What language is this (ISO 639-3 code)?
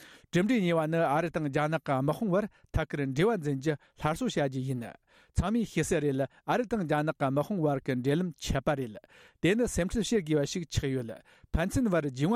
bod